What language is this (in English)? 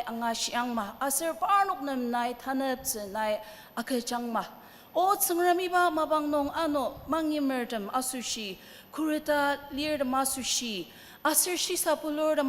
Ao Naga